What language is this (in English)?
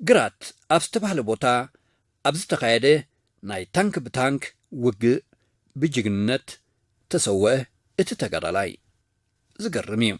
Tigrinya